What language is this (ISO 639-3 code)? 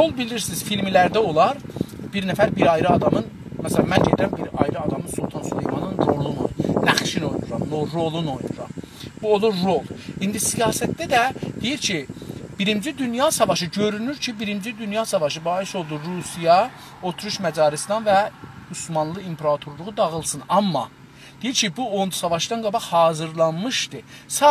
azb